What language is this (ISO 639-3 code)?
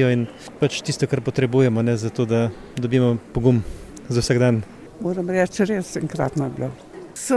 slv